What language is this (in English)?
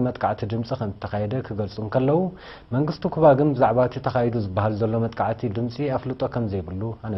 Tigrinya